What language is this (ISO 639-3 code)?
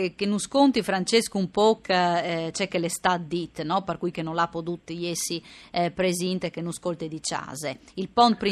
fur